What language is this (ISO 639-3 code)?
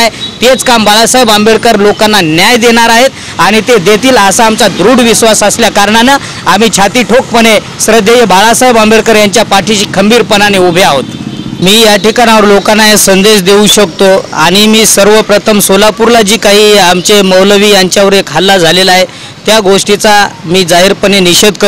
mar